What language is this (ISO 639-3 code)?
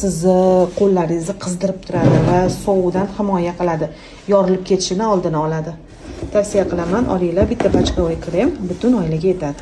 uzb